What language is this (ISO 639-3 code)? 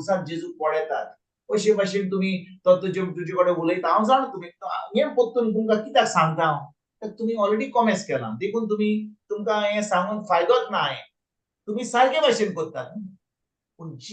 kok